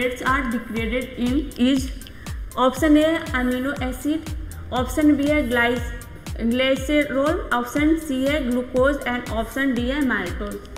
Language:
Hindi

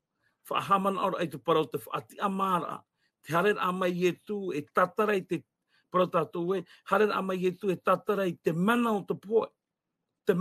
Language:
Tahitian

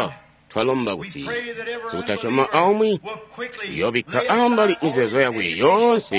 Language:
Tonga (Zambia)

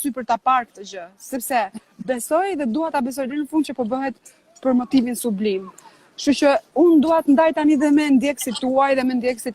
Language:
Albanian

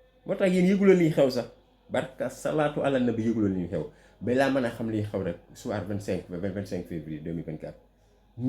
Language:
Wolof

